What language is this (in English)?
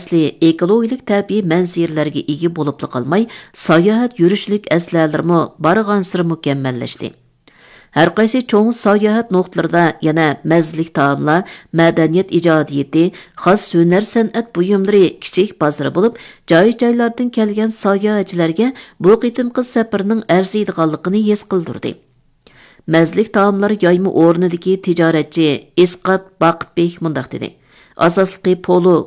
Uyghur